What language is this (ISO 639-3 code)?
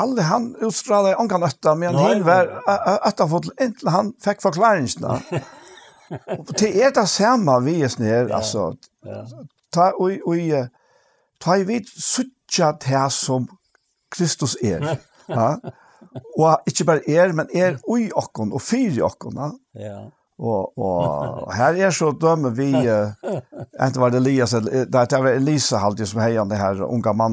fao